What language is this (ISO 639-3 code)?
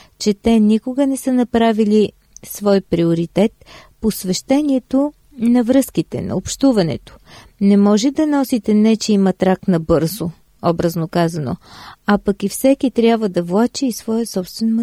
bul